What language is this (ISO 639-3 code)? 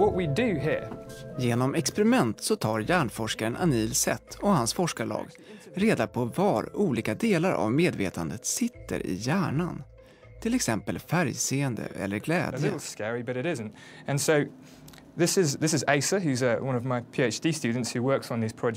swe